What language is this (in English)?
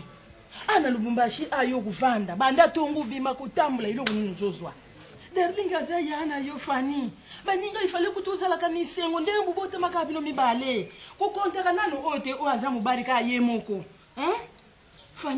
Lingala